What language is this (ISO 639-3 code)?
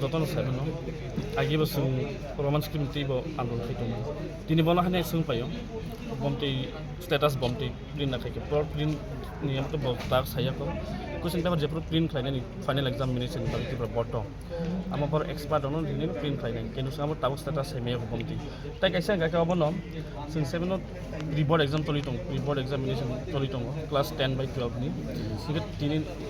trp